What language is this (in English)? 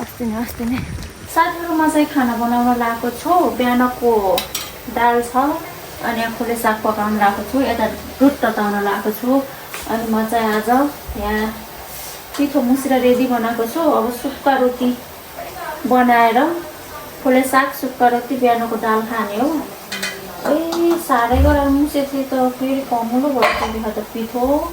Nepali